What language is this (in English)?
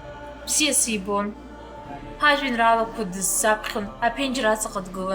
Abkhazian